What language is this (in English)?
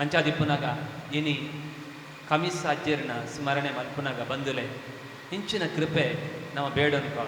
Tulu